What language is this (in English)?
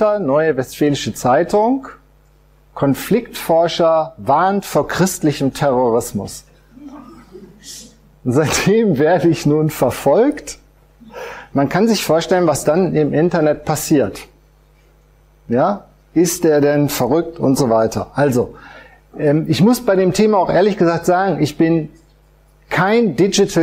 German